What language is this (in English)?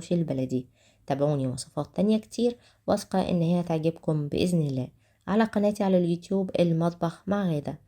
Egyptian Arabic